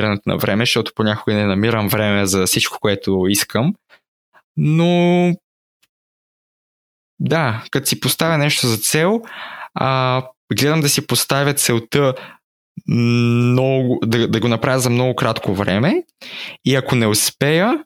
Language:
Bulgarian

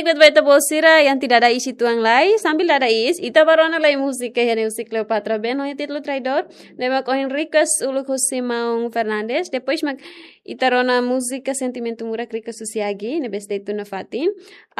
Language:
Tetum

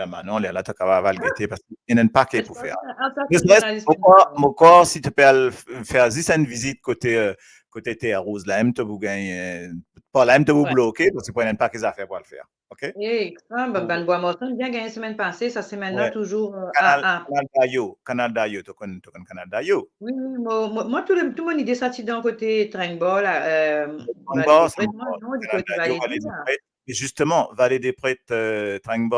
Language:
Morisyen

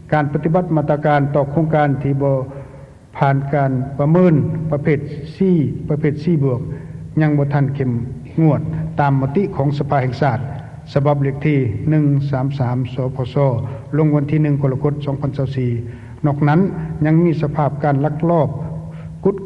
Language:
Lao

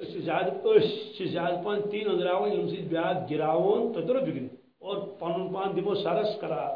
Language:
Kashmiri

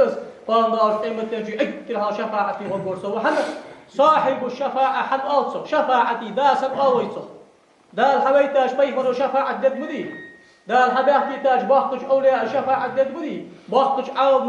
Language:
Ingush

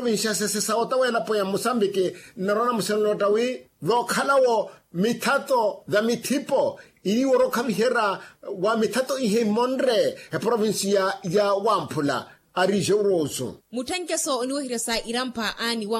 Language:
Makhuwa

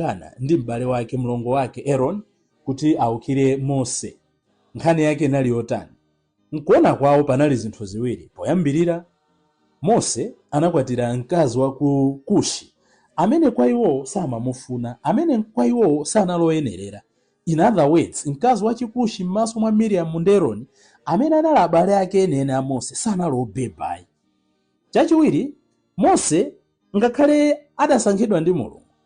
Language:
Nyanja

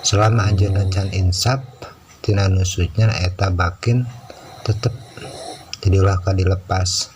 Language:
Sundanese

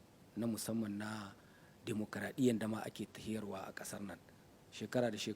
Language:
Hausa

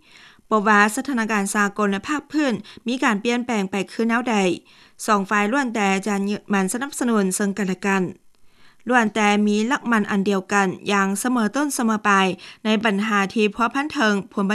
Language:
Lao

